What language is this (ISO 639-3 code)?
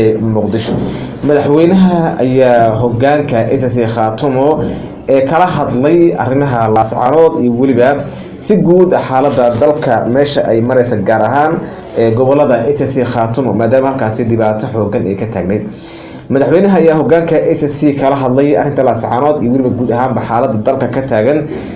som